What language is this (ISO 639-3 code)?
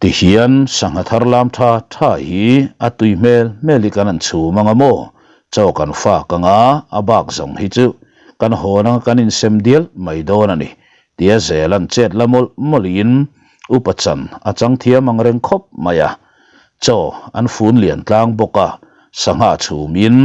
lus